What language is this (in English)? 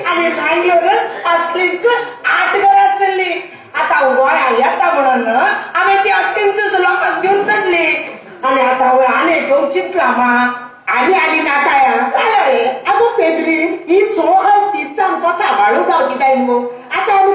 Konkani